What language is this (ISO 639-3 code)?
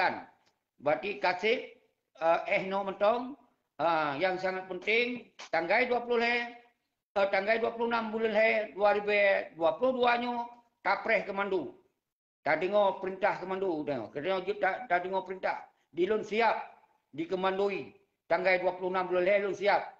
ace